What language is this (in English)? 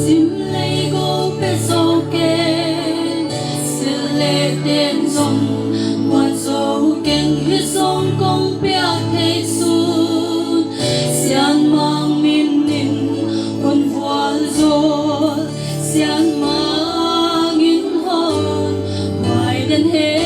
Paite Chin